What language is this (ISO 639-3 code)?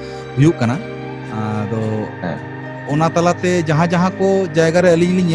sat